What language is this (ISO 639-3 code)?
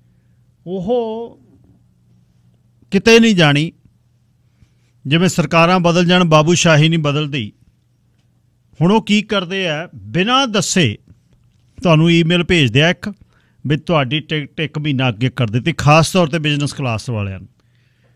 pan